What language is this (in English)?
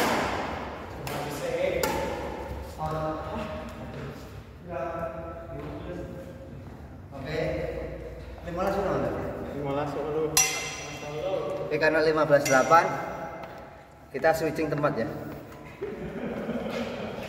Indonesian